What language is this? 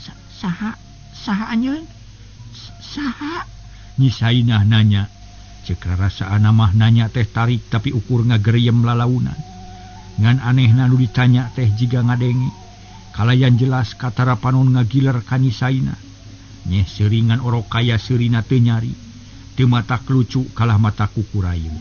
Sundanese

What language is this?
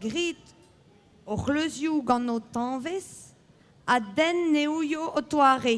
Breton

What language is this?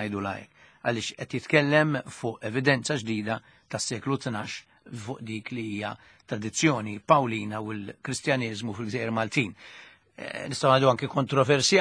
Maltese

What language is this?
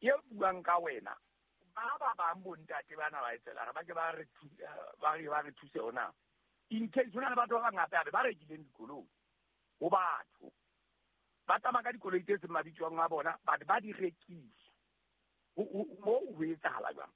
Southern Sotho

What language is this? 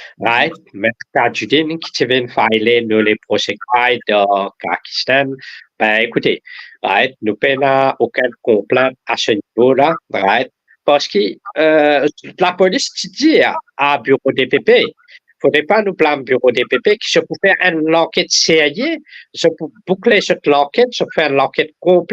Morisyen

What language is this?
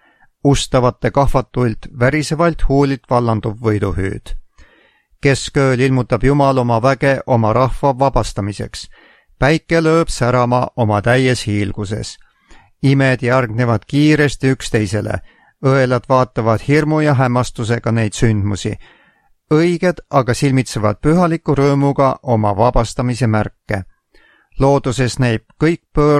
Estonian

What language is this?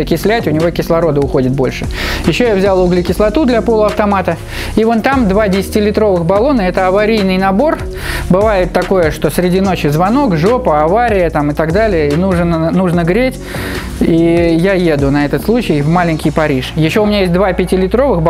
Russian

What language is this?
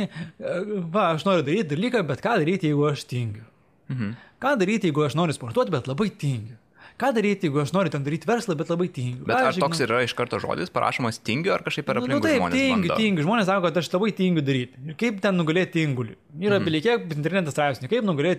Lithuanian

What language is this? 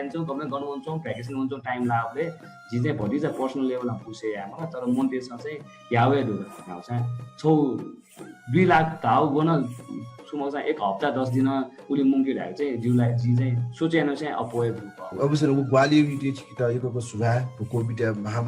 Newari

